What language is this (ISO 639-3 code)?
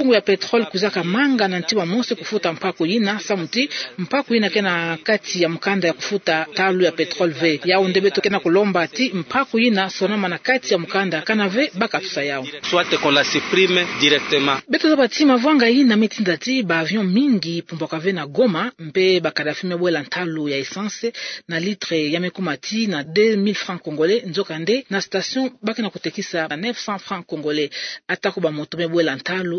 ktu